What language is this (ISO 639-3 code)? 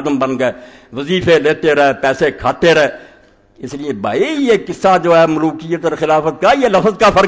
urd